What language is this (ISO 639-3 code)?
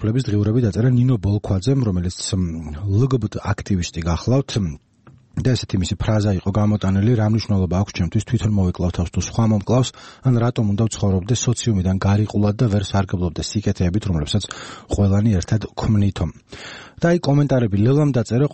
kat